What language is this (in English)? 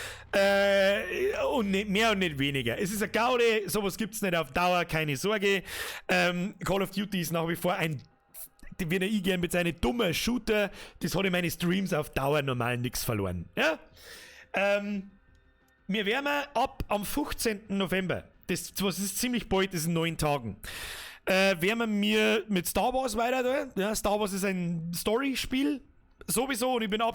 Bavarian